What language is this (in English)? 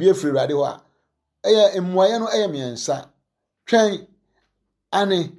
Akan